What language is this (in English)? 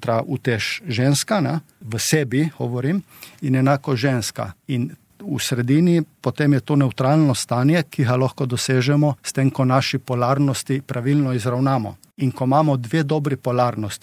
Slovenian